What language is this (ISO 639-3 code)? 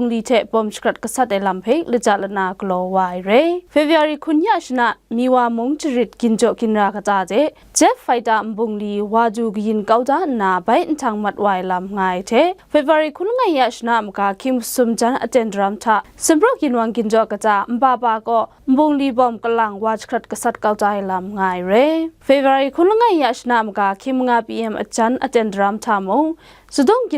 kac